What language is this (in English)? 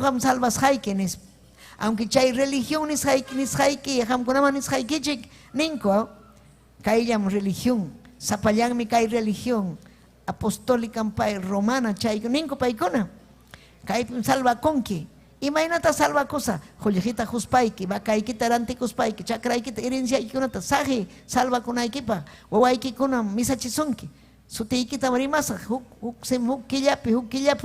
Ayacucho Quechua